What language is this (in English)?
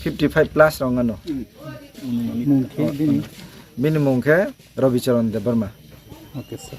Kok Borok